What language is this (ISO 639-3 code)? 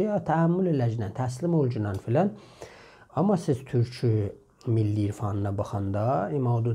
azb